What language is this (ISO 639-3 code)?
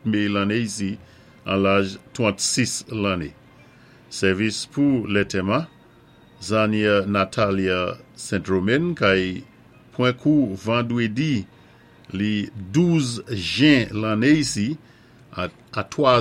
acf